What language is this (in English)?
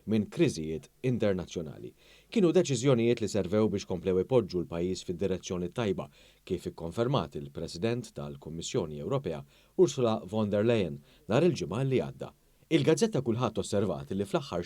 Maltese